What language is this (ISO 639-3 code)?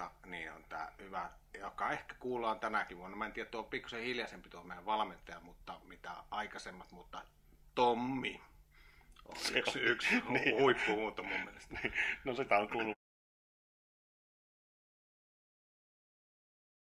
fin